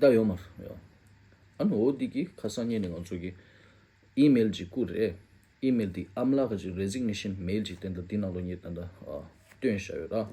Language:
Tibetan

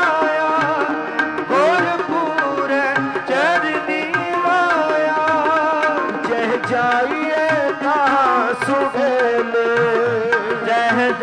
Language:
Punjabi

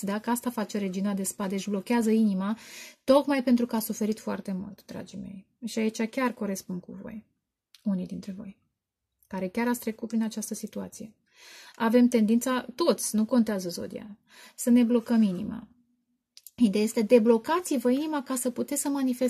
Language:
Romanian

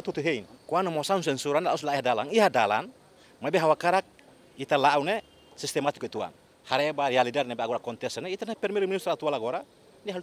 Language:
Tetum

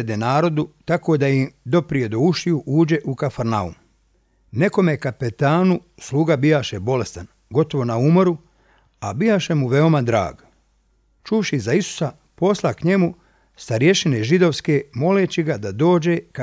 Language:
Serbian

